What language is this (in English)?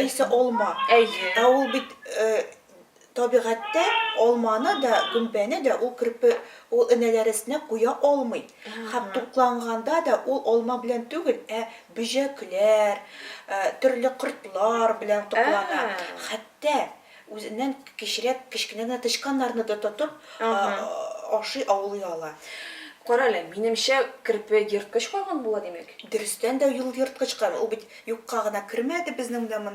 Tatar